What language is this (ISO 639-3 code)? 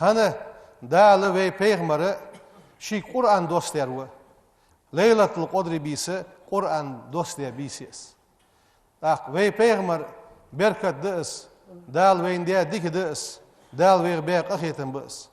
inh